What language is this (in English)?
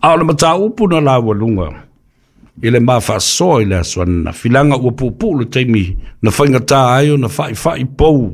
Samoan